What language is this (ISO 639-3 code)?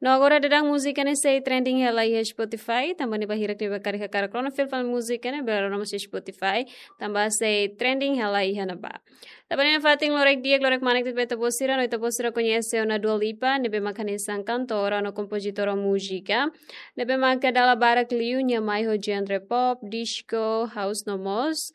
tet